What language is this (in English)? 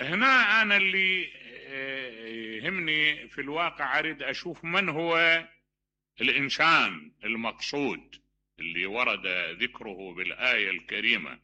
Mesopotamian Arabic